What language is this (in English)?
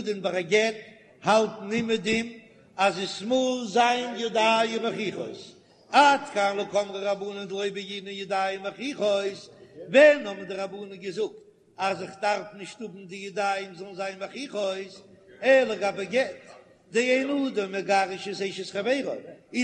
Yiddish